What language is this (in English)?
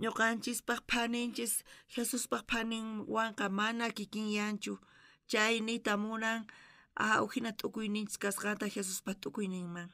South Bolivian Quechua